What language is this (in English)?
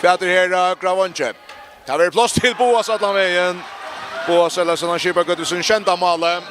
Faroese